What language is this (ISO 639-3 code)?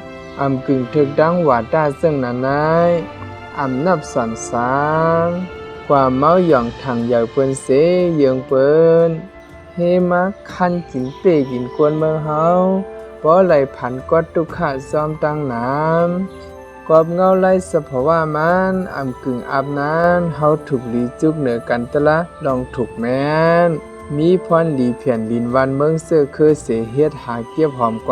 shn